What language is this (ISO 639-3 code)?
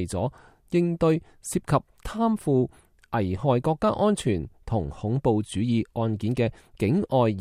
yue